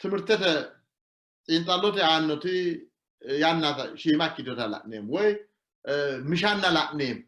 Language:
Sidamo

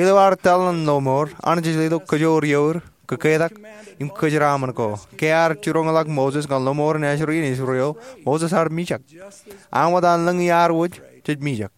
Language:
Marshallese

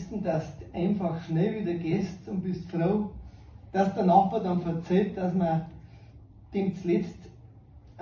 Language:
Bavarian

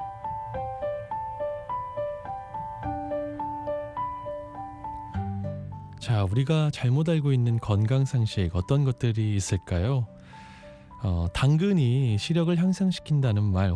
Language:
Korean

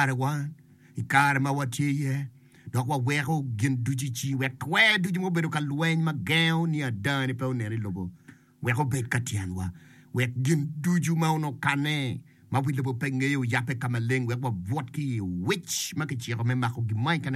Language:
Acoli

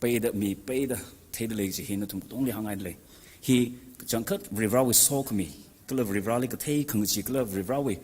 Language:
Tangkhul Naga (India)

